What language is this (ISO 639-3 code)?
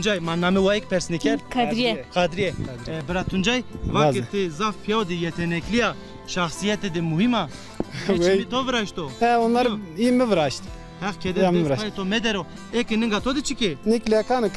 zza